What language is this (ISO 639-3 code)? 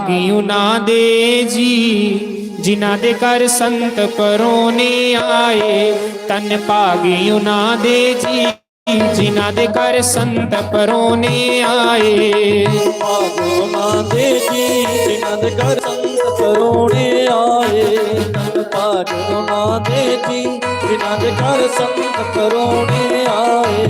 doi